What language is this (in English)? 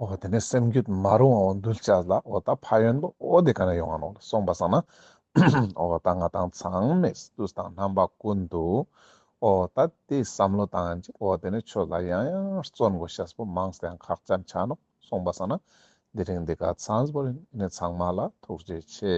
Ladakhi